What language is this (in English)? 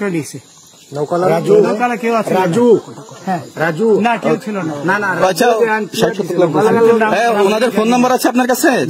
Bangla